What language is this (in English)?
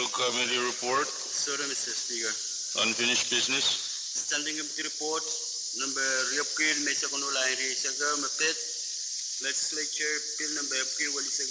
Pohnpeian